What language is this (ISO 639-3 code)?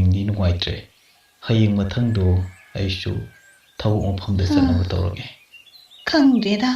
mni